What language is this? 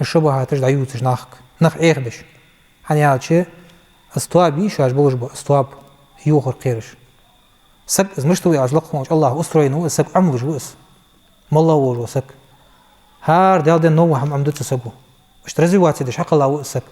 Ingush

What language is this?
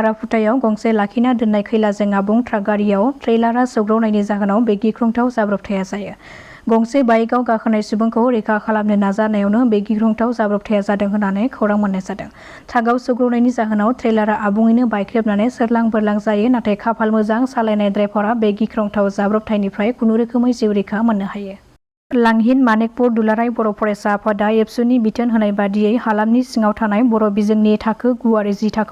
Bodo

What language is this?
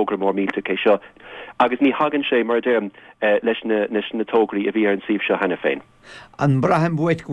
Irish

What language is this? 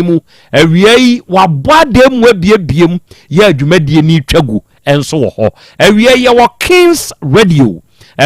Akan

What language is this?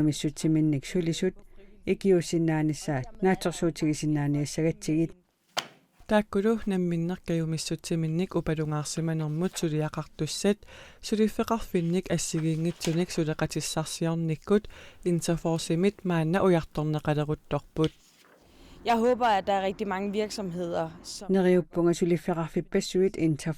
Kalaallisut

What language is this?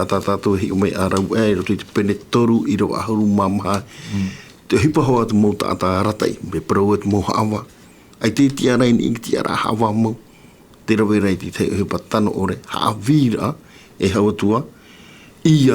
Tahitian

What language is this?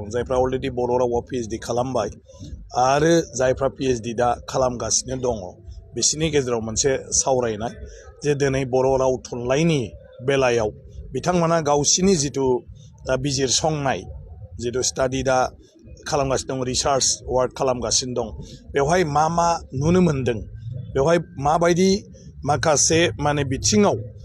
Bodo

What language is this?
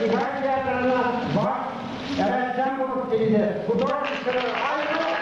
Bashkir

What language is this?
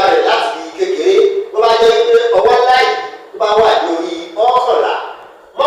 Yoruba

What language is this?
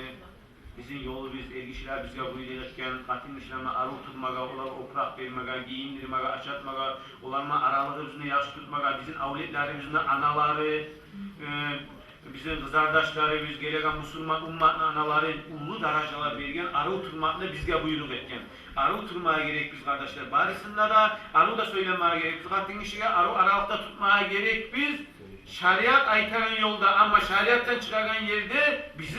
Kumyk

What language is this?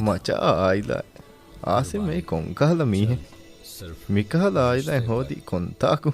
Divehi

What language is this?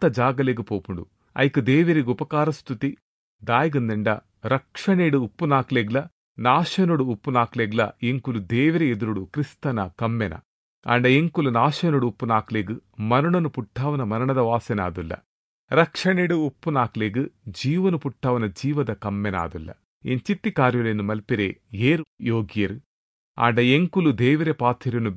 Tulu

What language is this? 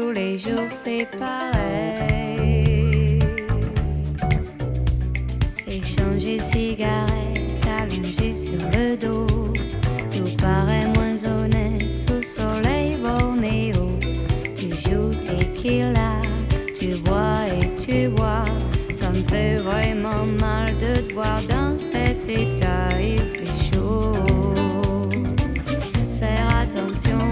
French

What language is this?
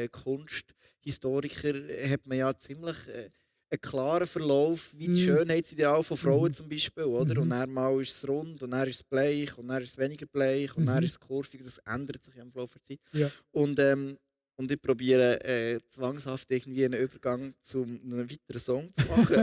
Swiss German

